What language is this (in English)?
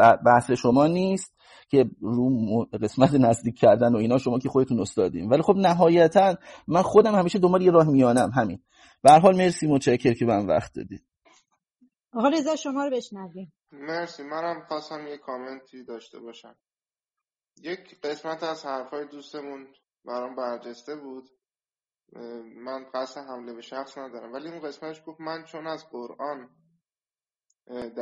Persian